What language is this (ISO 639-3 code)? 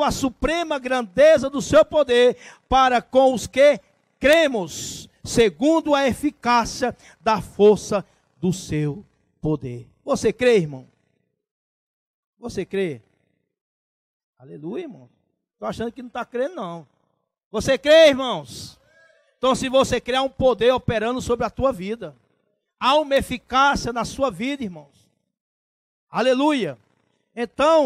por